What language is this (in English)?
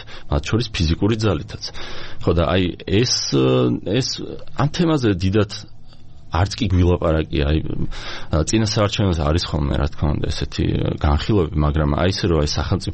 Georgian